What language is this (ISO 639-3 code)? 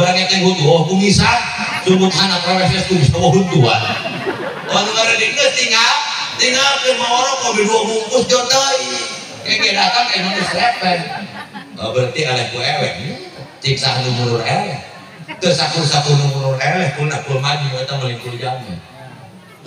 sun